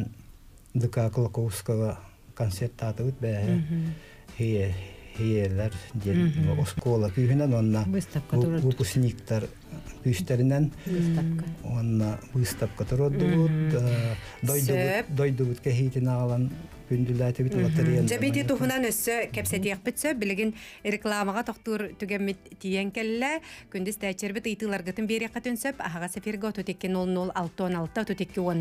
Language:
Yakut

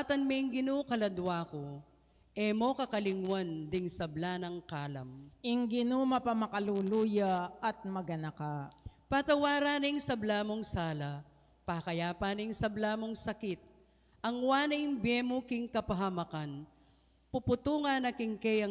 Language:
Pampanga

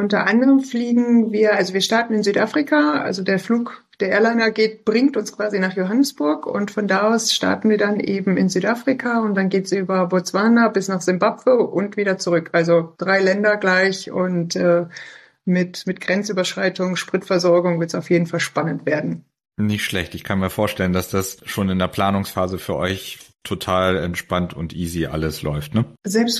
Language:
German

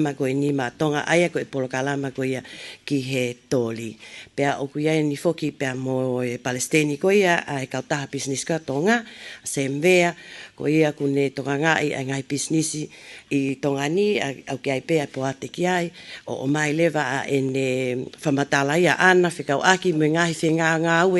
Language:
Tongan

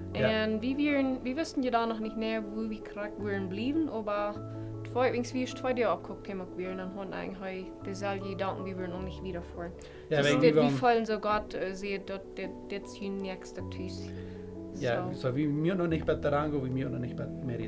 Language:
Plautdietsch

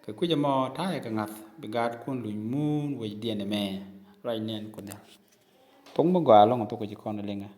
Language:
Nuer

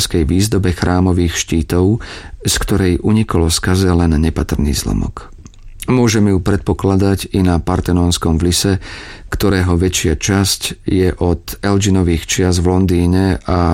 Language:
Slovak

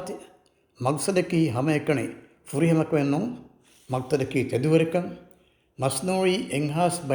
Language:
Divehi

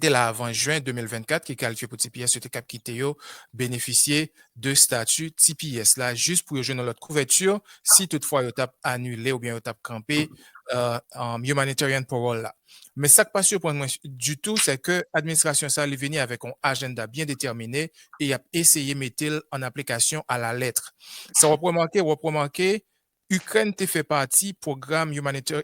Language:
Haitian Creole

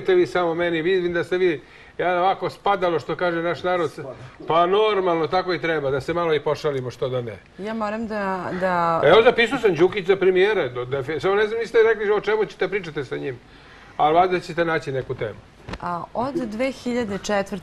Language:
Serbian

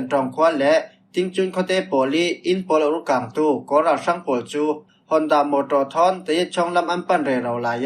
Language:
Falam Chin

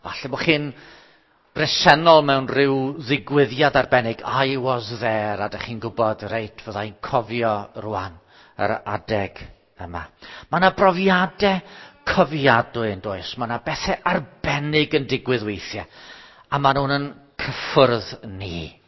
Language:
Welsh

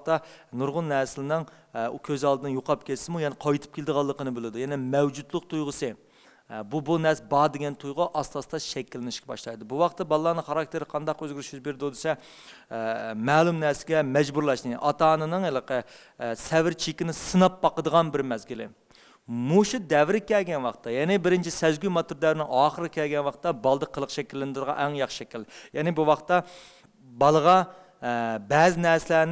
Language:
Uyghur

